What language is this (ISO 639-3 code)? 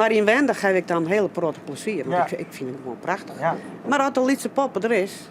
fry